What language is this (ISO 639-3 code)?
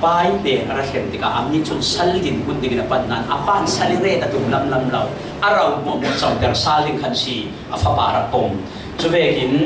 cfm